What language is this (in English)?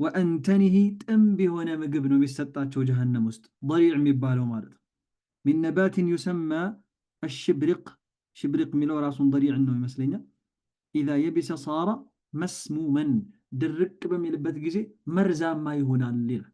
Amharic